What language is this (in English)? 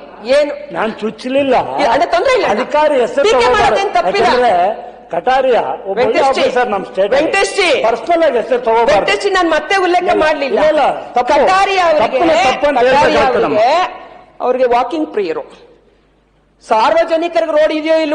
Kannada